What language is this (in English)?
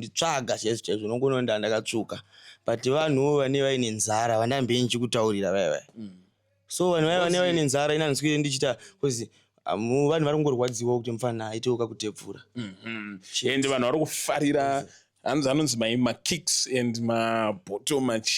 Shona